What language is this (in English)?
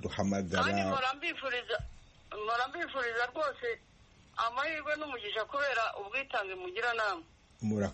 Kinyarwanda